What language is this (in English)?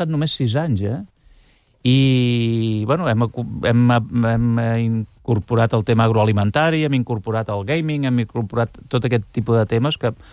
Catalan